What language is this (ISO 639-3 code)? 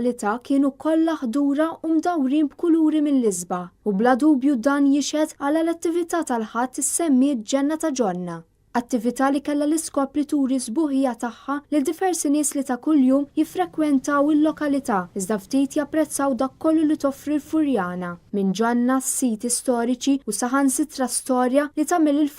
mlt